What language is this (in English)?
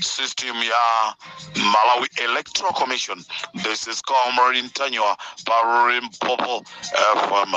Nyanja